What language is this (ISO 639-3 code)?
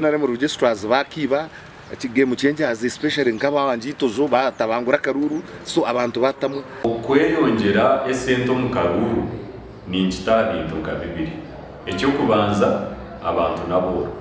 nyn